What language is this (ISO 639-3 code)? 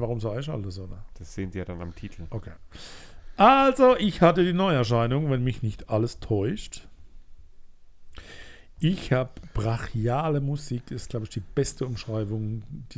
deu